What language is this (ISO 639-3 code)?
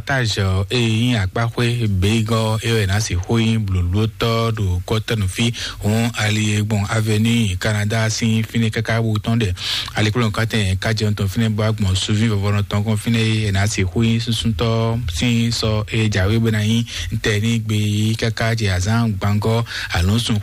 fon